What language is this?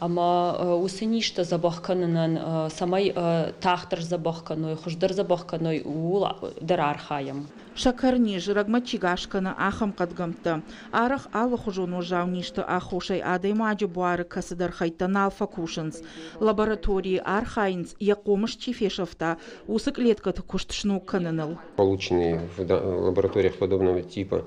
Ossetic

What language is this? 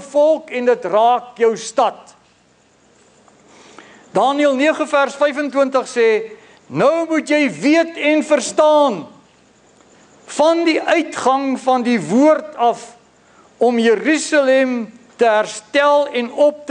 Afrikaans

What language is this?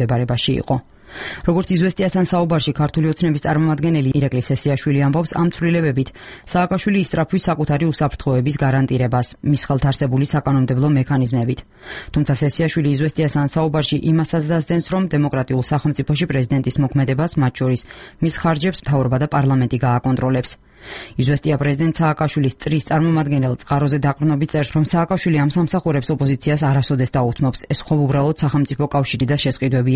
Georgian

